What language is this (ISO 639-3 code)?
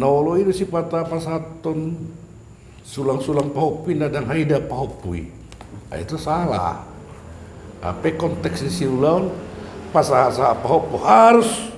bbc